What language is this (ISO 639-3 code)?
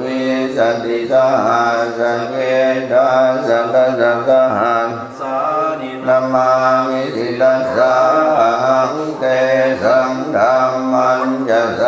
pli